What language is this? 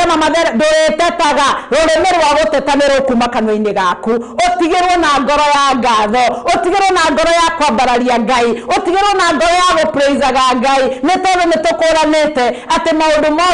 Kikuyu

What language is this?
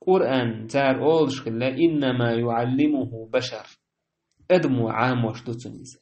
Chechen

